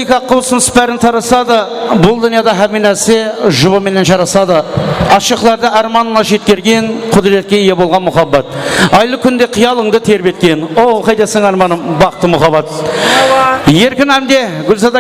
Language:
Kara-Kalpak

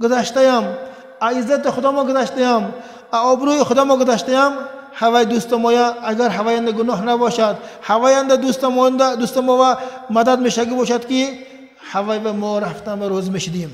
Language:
Tajik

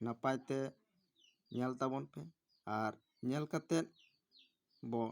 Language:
Santali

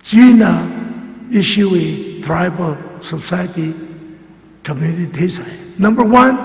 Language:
Tangkhul Naga (India)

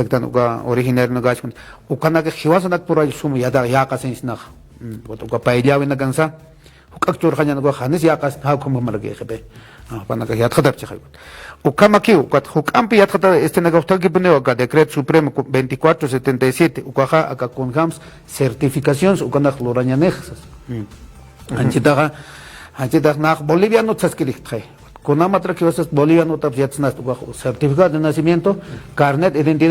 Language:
Aymara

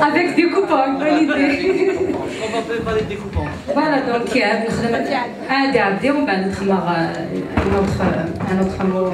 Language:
Kabyle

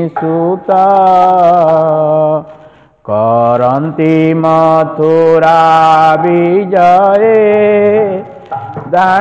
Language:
Odia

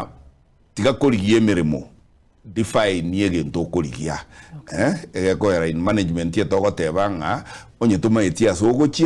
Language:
Gusii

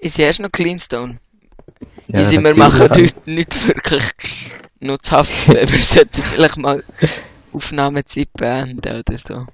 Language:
Swiss German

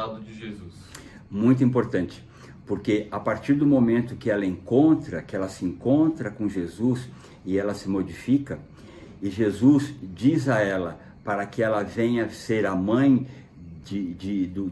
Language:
Portuguese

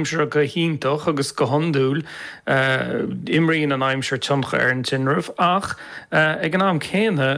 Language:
Irish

